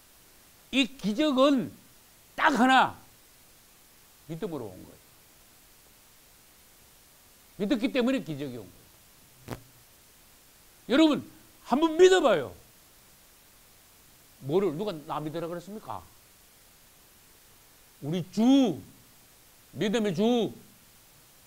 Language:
Korean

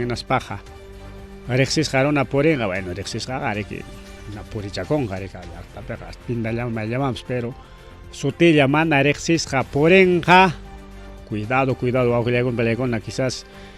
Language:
Ayacucho Quechua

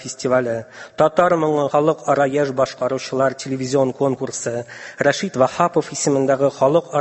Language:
Tatar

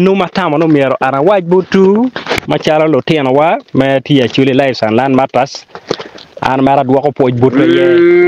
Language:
Acoli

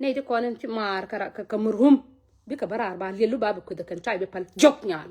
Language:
Nuer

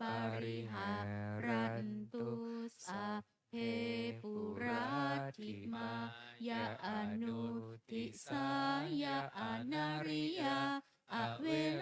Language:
Pali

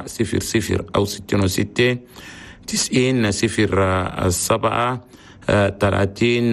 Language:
Chadian Arabic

